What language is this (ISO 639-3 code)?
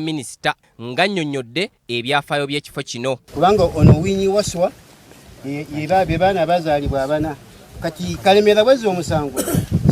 lug